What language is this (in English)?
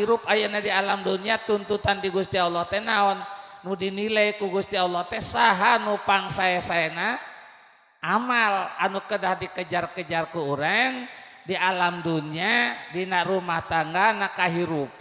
Sundanese